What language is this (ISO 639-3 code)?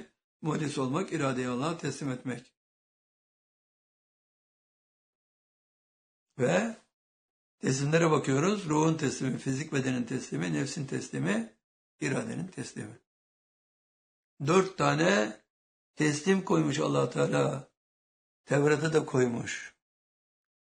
tur